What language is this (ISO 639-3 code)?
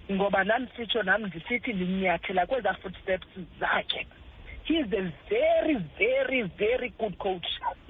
xho